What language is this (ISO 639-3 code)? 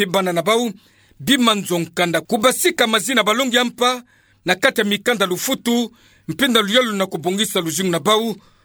ktu